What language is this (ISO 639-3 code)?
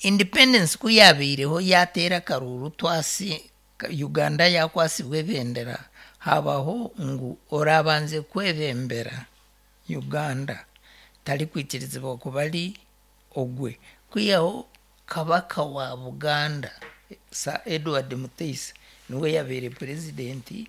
nyn